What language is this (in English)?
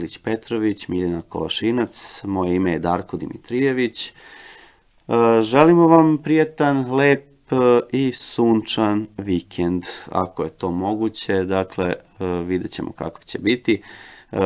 Serbian